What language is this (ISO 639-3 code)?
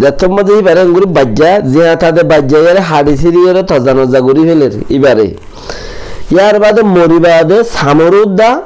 rhg